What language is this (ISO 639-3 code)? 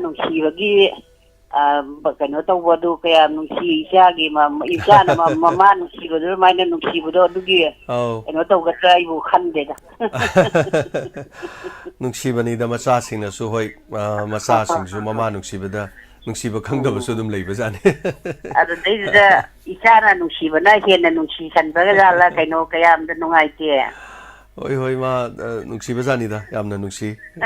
mni